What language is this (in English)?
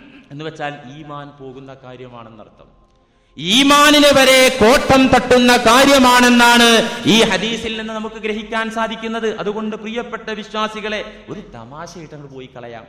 Malayalam